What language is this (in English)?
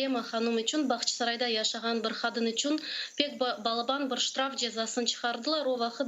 Crimean Tatar